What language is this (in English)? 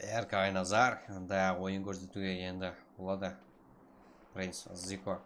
Kara-Kalpak